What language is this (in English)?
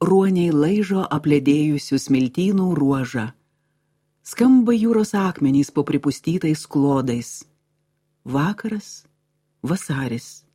Lithuanian